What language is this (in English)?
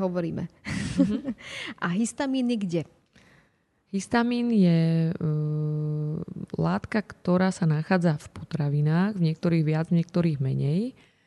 Slovak